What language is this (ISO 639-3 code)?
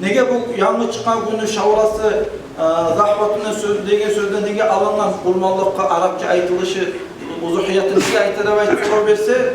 kum